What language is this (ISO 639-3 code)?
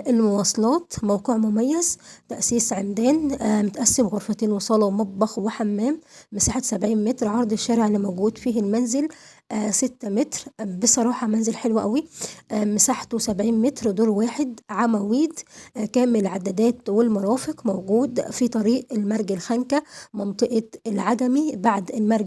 arz